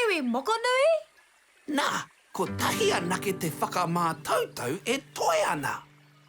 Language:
Māori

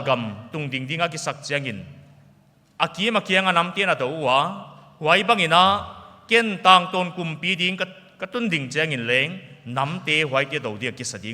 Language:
Paite Chin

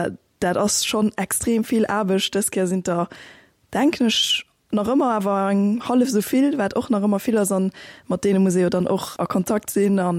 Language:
Luxembourgish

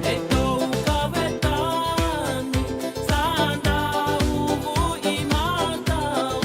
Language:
Fijian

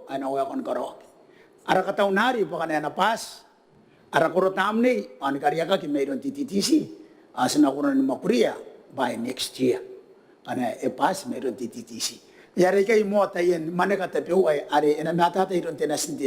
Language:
Gilbertese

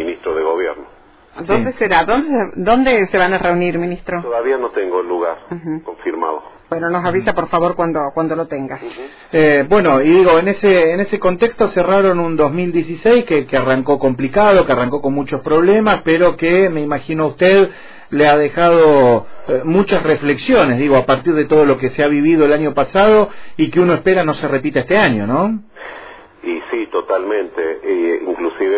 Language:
Spanish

